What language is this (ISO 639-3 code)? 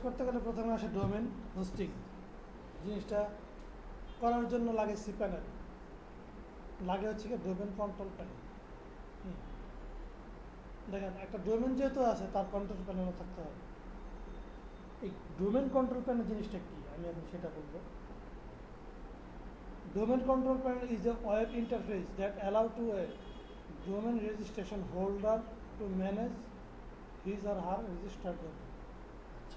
ben